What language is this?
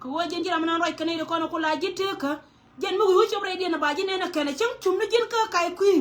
Nuer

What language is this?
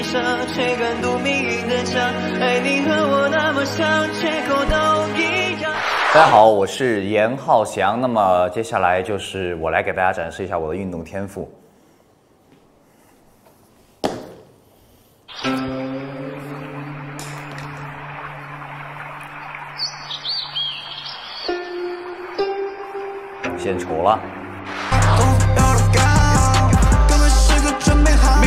Chinese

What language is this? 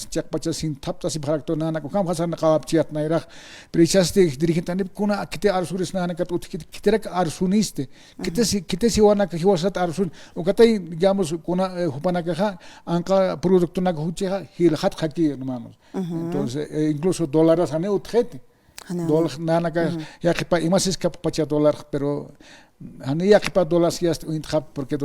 Aymara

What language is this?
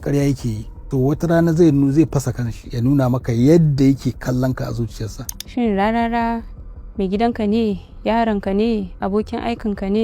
Hausa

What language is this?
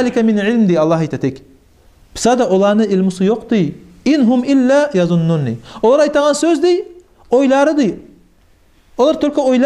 Kumyk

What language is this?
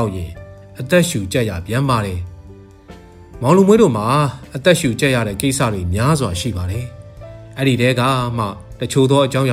Burmese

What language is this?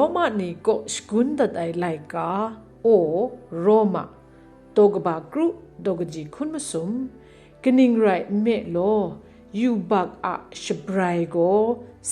Kachin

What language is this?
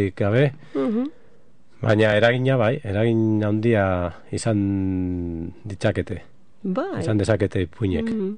Basque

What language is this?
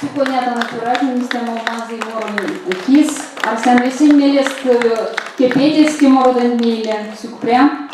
Erzya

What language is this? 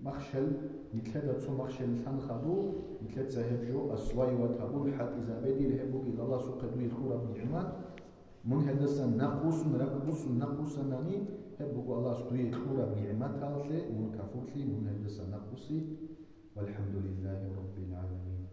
Avaric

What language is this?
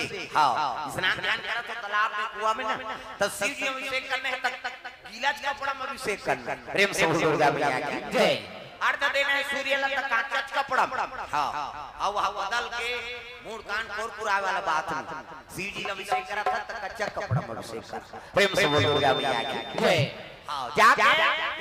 Chhattisgarhi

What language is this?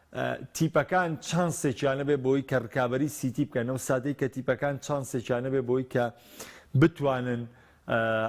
Central Kurdish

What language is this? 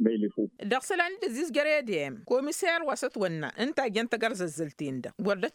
Tamasheq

